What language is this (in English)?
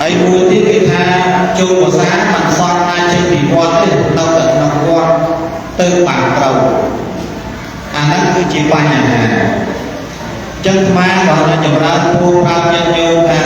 Khmer